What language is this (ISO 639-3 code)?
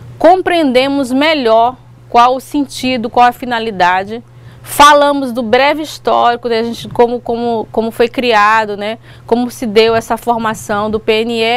por